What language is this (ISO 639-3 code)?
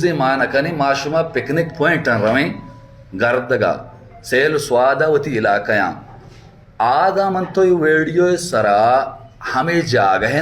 bal